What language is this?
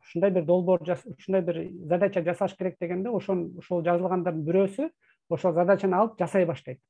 Kyrgyz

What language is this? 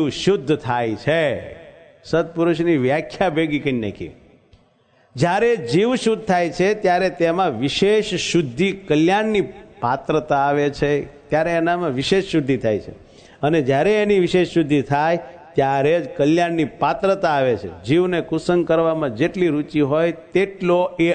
Gujarati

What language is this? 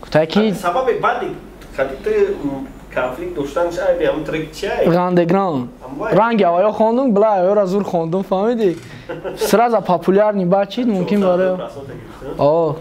Tajik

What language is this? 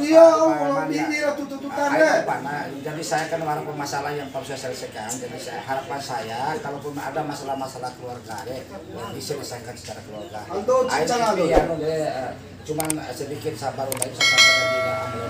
Bima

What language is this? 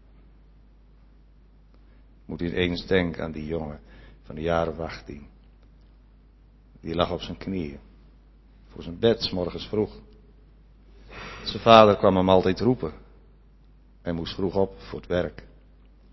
Dutch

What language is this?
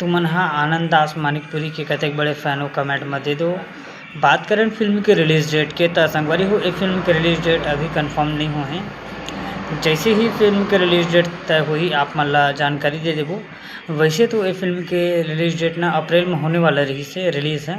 Chhattisgarhi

